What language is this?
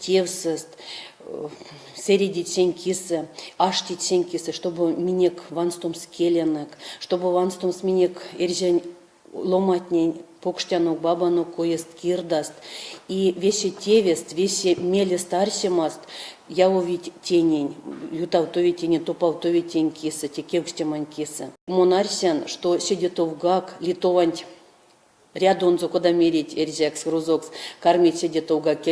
Erzya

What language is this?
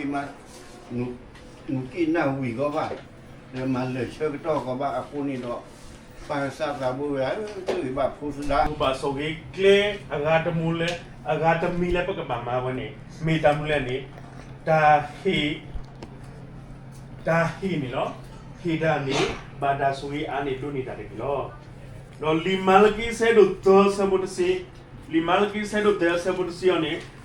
S'gaw Karen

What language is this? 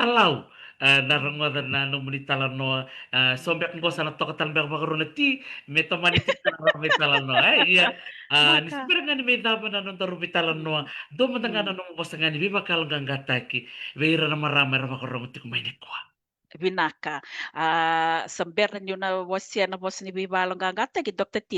Fijian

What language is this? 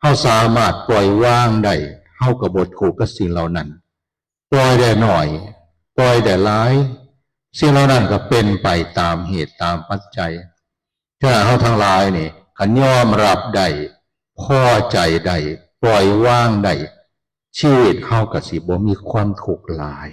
Northeastern Thai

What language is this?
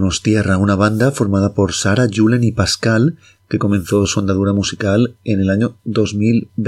Spanish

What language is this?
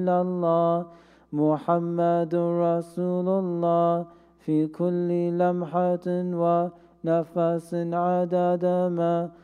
Arabic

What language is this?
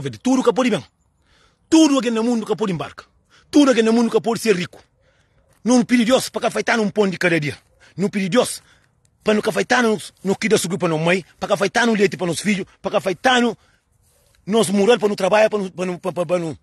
Kabuverdianu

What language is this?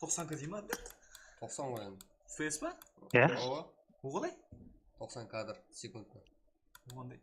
Kara-Kalpak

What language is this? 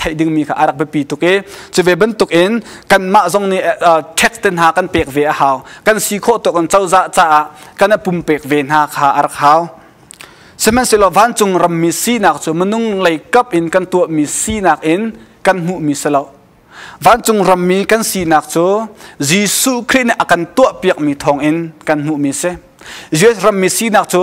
Hakha Chin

